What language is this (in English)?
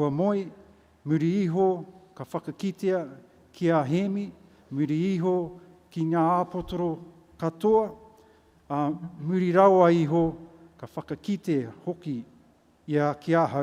Māori